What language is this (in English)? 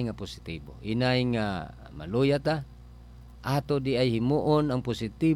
Cebuano